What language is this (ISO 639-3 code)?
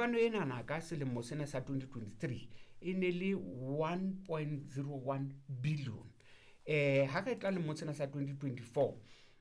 sot